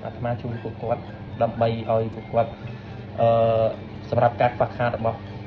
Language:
Khmer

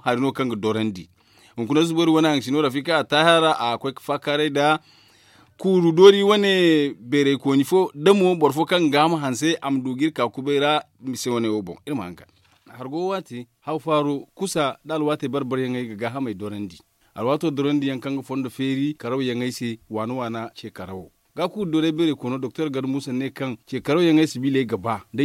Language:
Zarma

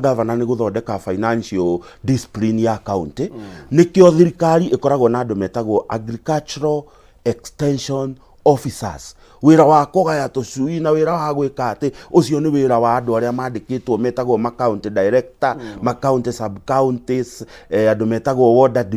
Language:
Kikuyu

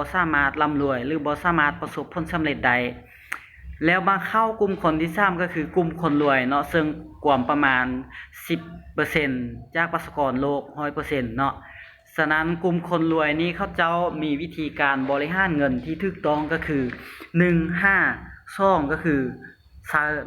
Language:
Lao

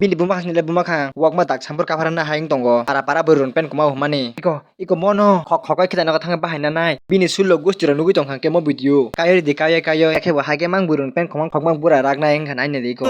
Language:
Kok Borok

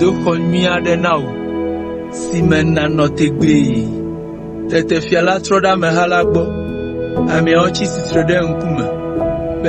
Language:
Ewe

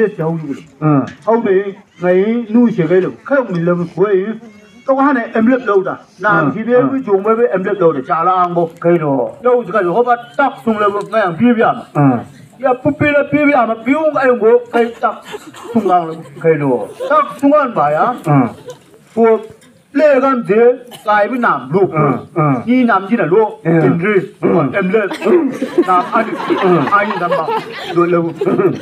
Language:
Chang Naga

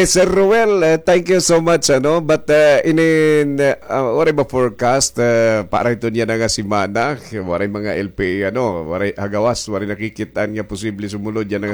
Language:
Waray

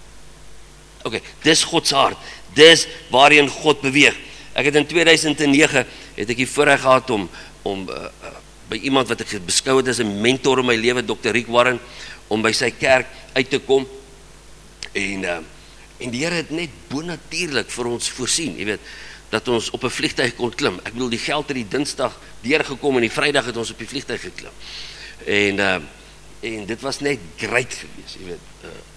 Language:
Afrikaans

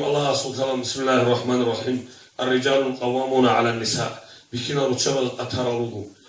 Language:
Avaric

